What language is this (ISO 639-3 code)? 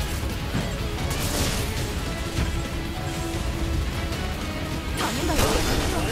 jpn